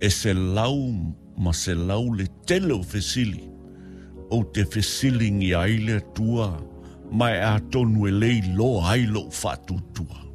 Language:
Samoan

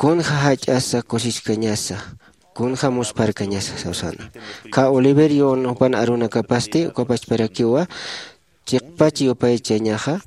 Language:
Aymara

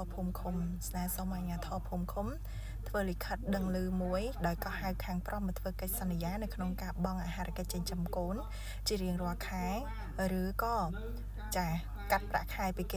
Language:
Khmer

